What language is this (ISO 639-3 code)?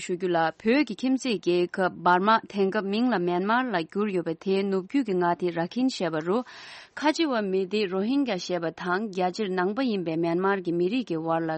bod